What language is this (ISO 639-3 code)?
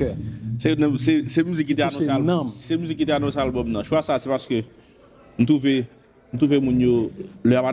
hat